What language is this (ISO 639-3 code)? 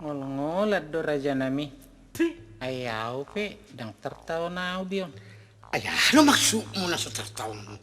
bbc